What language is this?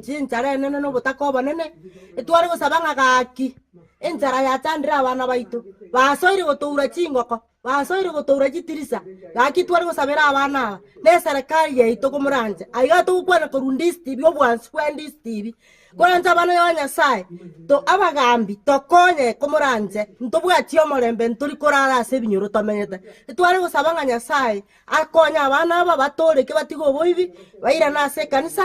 Gusii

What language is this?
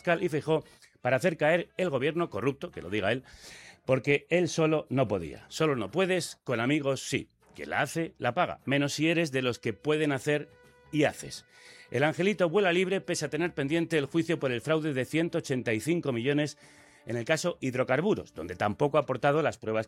Spanish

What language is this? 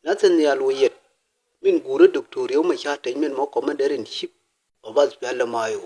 Nuer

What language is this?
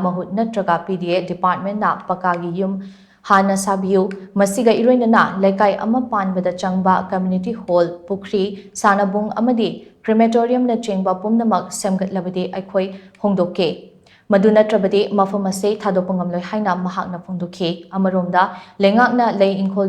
Manipuri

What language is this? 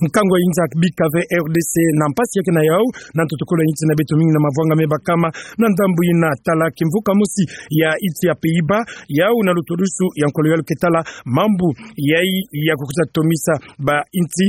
Kituba (Democratic Republic of Congo)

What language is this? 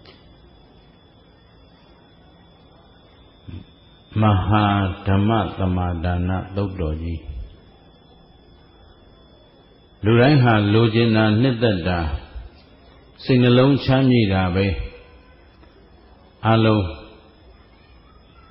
Burmese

